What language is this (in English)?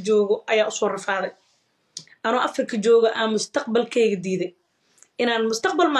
Somali